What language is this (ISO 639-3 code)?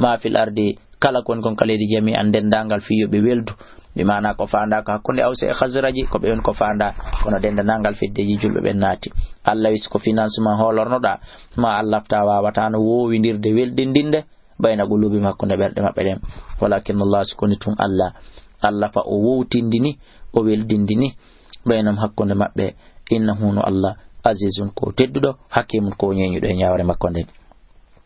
ful